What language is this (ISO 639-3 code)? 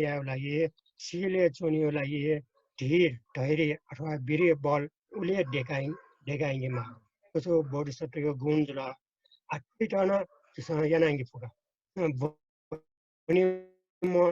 new